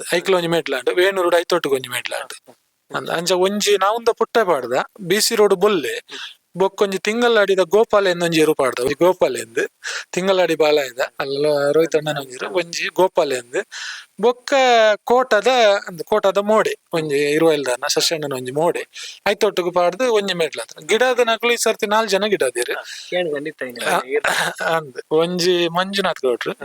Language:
Tulu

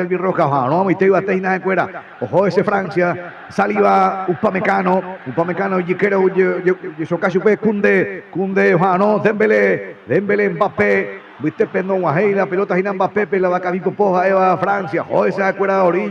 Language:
Guarani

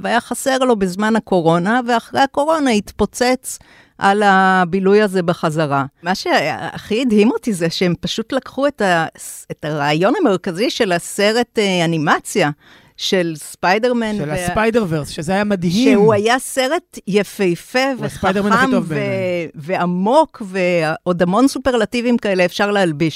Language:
Hebrew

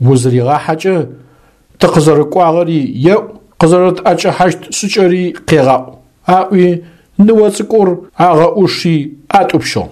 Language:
Adyghe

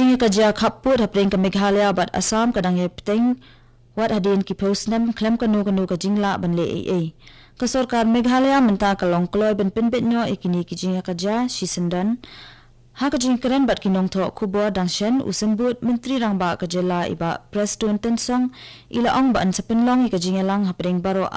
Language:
Khasi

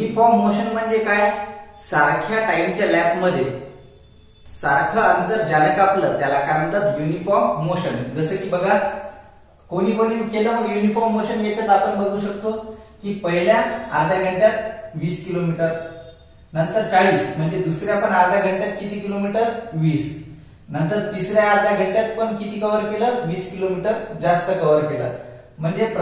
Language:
Marathi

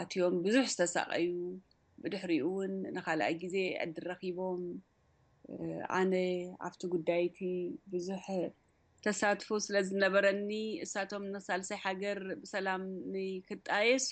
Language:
Tigrinya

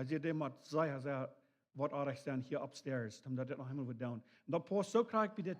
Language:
Plautdietsch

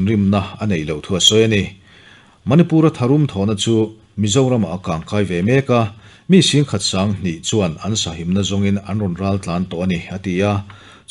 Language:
Mizo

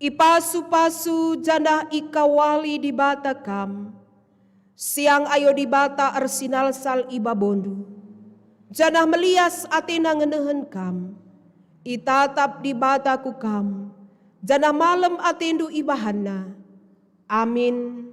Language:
Batak Karo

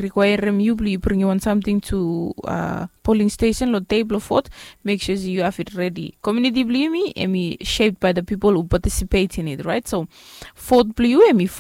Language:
Bislama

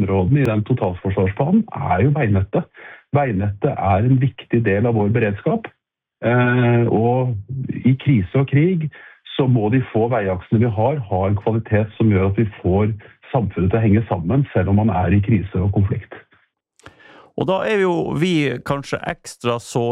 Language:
Norwegian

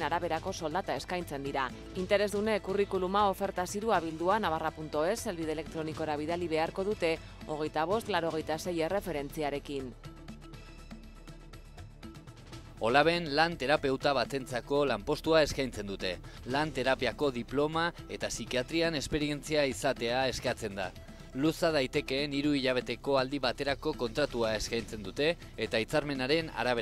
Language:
Basque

